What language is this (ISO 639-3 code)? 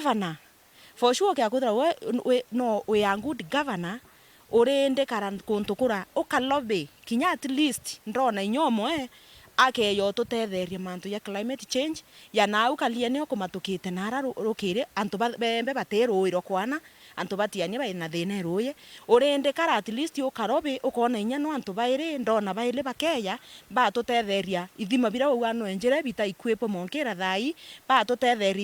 mer